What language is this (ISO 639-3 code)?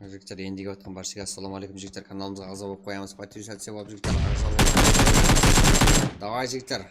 kaa